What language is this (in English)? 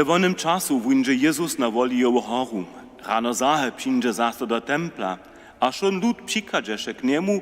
Upper Sorbian